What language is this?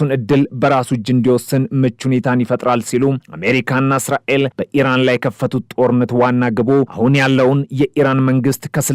Amharic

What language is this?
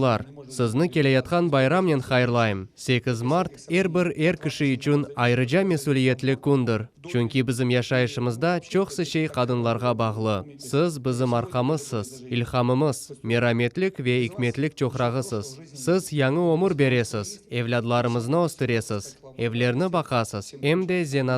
Crimean Tatar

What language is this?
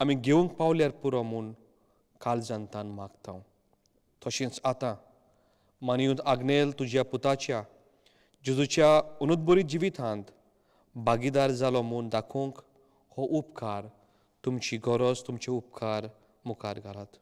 Konkani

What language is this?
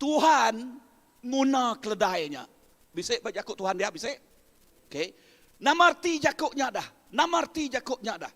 Iban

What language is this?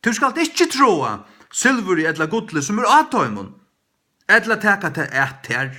Faroese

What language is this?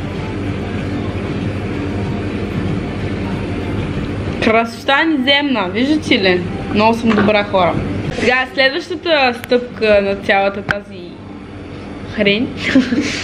Bulgarian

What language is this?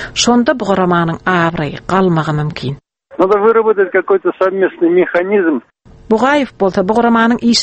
Turkmen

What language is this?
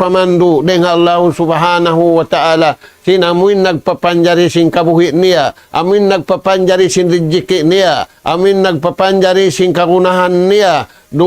Tausug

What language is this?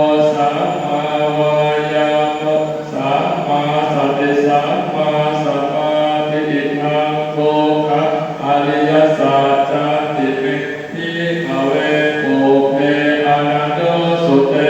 Pali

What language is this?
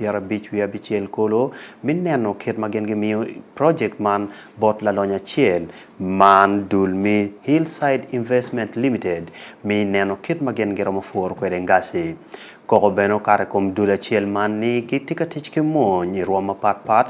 Acoli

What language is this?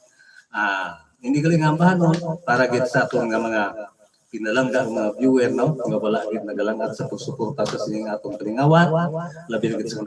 Hiligaynon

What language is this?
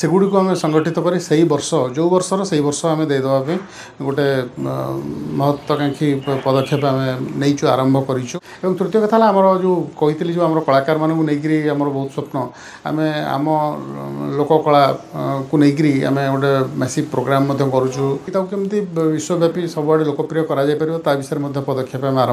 Odia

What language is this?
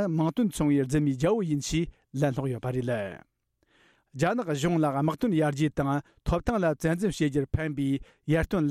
Tibetan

